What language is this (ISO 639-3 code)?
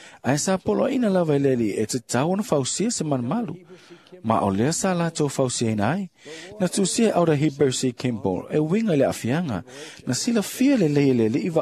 smo